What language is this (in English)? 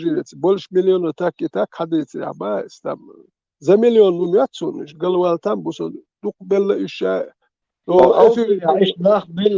Chechen